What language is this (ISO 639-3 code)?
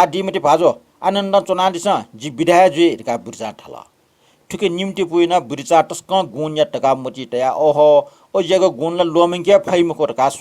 new